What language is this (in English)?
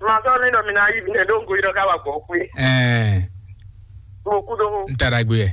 Fon